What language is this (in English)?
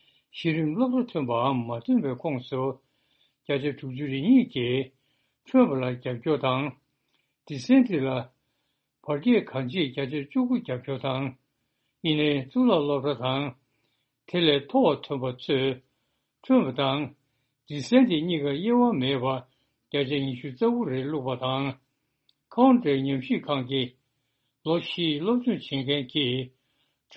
Tibetan